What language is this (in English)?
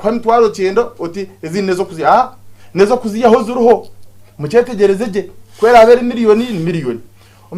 Nyankole